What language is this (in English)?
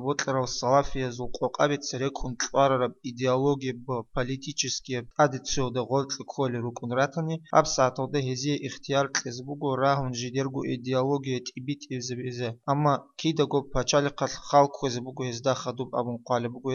Avaric